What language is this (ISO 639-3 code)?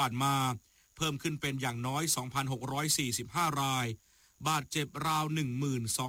tha